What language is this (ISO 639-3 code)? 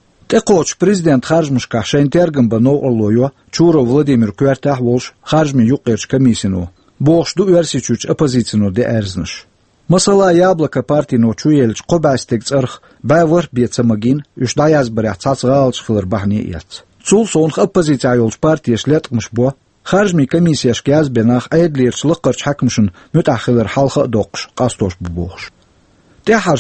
che